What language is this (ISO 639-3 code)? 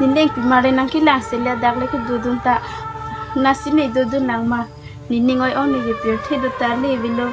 mjw